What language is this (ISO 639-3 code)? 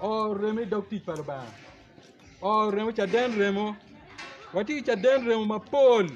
ach